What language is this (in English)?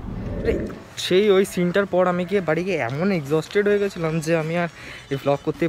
Bangla